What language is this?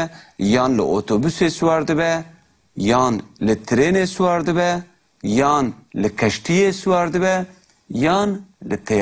Kurdish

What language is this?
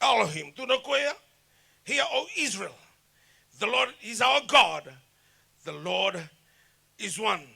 Fijian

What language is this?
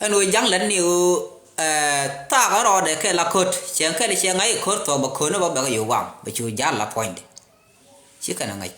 Nuer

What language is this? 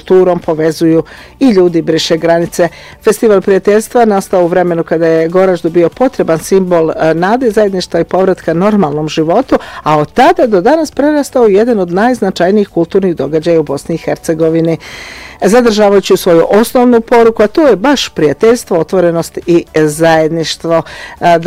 Bosnian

